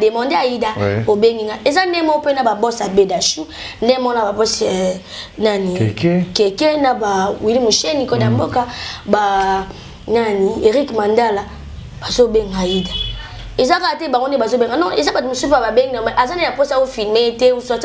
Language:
Lingala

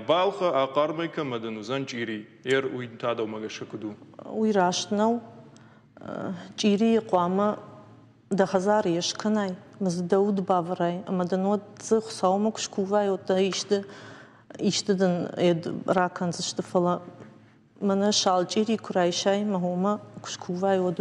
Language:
Ossetic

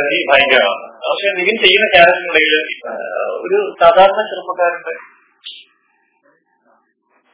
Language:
Malayalam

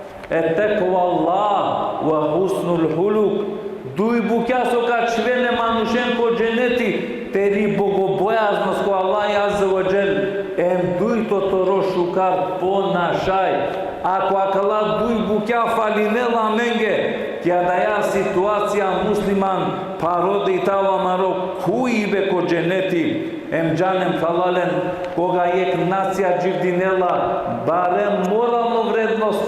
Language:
Balkan Romani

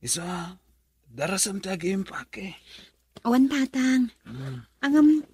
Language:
Iloko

